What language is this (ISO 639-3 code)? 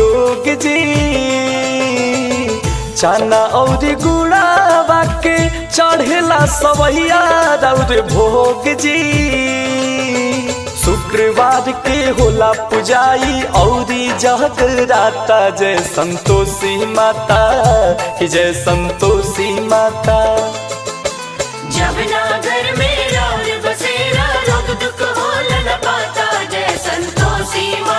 bho